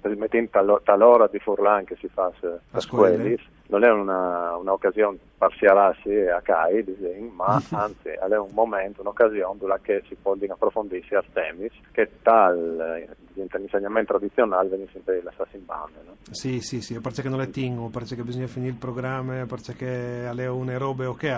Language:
Friulian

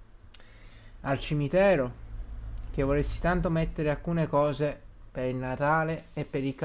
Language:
Italian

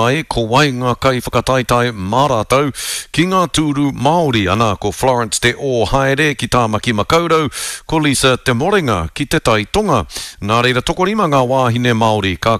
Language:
Māori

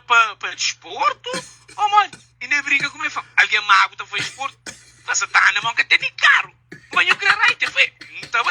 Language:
Kabuverdianu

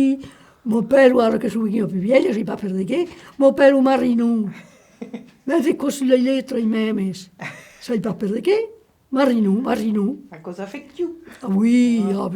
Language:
Occitan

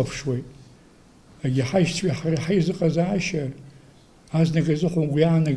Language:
Abkhazian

